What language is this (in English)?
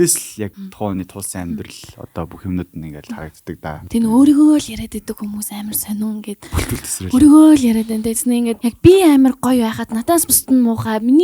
Mongolian